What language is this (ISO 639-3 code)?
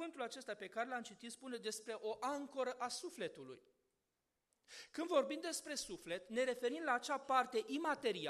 ron